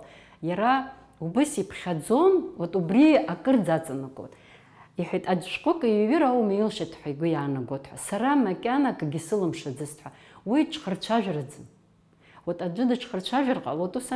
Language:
Abkhazian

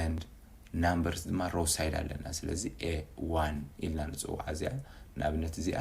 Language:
Tigrinya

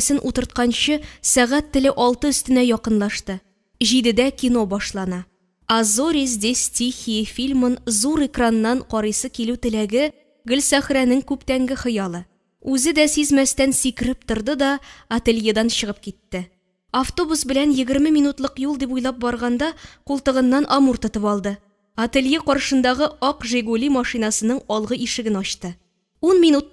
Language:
Tatar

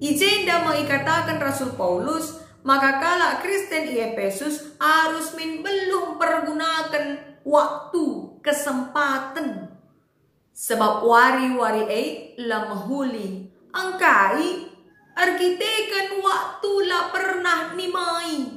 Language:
Batak Karo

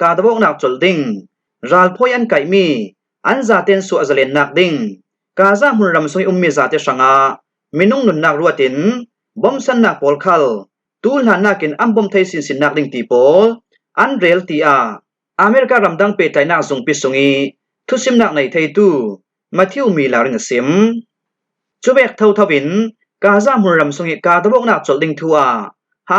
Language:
Falam Chin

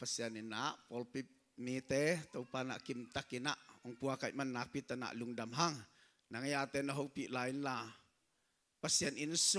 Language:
Tedim Chin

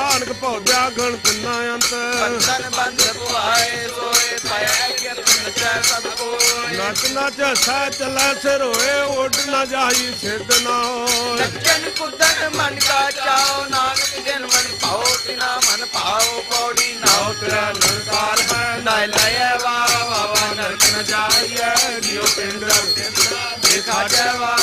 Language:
Punjabi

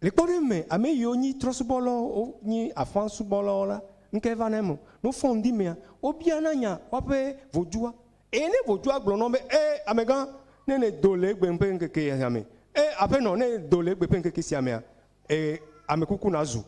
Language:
Ewe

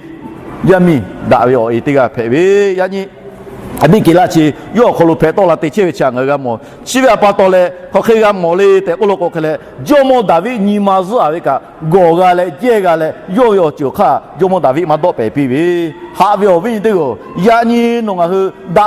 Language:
Lahu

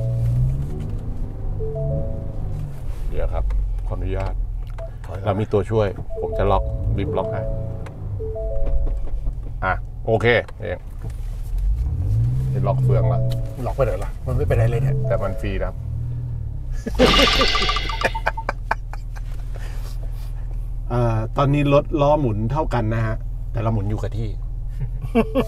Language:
Thai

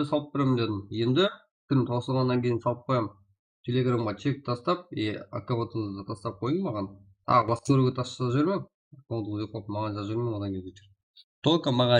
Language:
Kara-Kalpak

